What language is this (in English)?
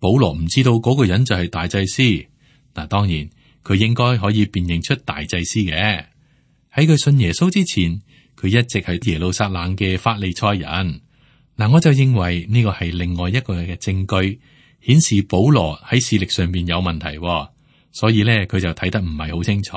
Cantonese